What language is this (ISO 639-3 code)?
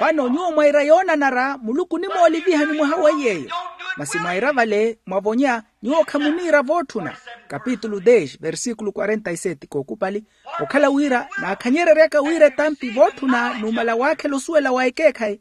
vmw